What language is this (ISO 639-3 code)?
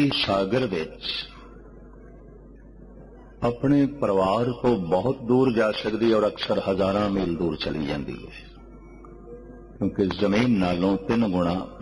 pan